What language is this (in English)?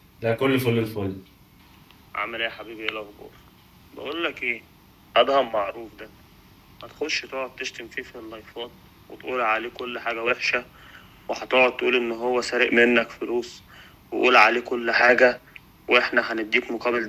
Egyptian Arabic